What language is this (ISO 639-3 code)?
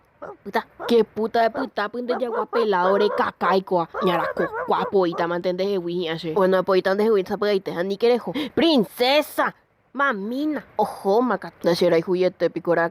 grn